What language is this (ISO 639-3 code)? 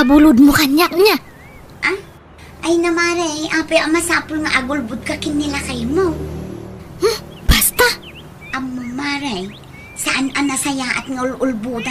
ilo